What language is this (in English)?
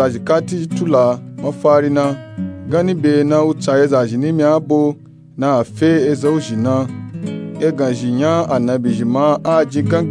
Nupe-Nupe-Tako